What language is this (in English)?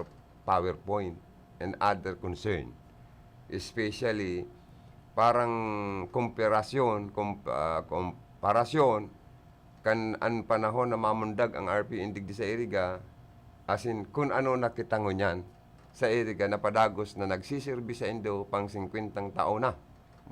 Bikol